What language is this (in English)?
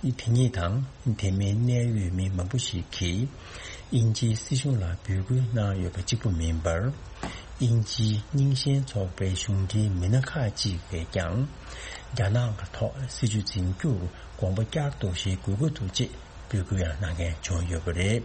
Tibetan